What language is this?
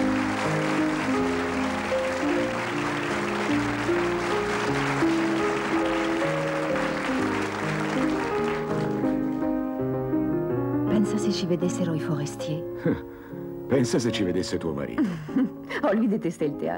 Italian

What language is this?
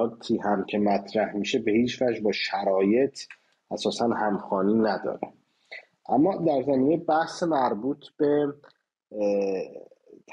Persian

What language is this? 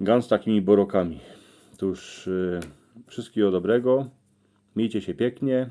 Silesian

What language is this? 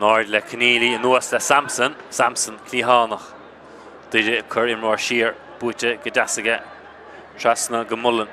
Irish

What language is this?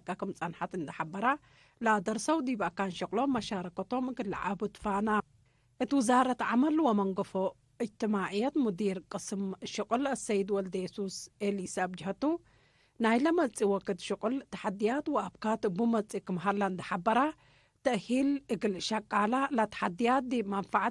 Tigre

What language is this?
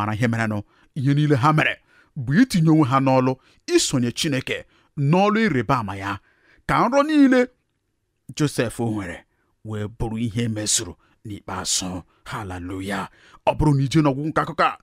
Igbo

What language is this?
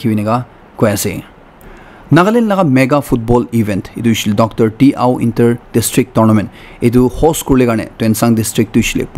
Naga Pidgin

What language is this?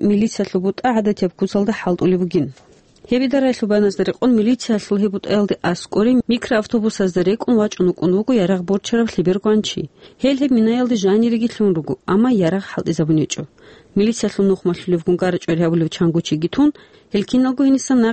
Avaric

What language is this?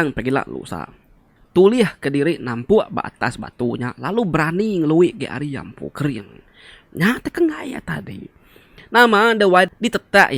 Iban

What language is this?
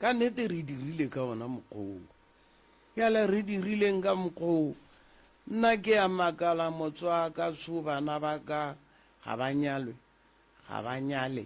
Northern Sotho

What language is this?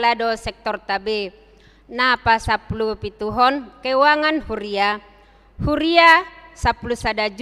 Batak Toba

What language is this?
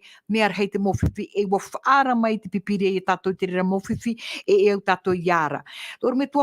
Tahitian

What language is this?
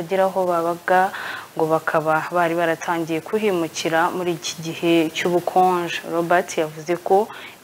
Kinyarwanda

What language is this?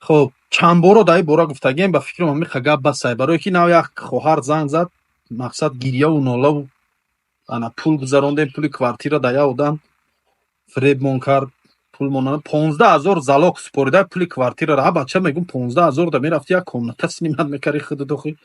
Tajik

